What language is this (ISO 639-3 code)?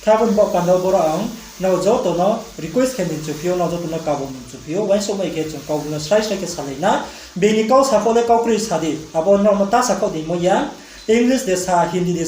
ria